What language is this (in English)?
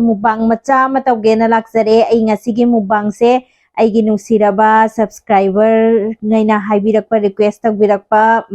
Manipuri